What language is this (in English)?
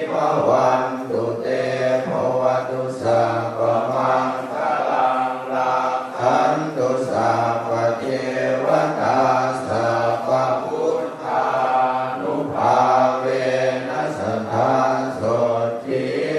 Pali